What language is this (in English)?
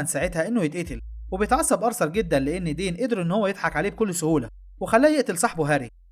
Egyptian Arabic